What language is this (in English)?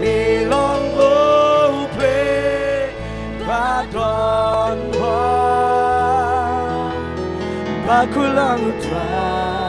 Khasi